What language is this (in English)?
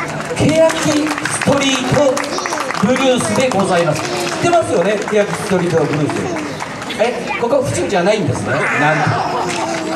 Japanese